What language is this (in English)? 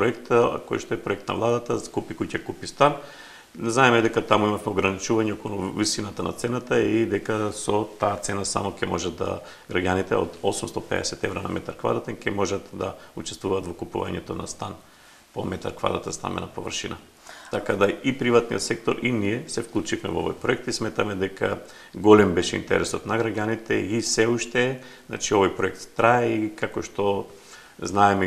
Macedonian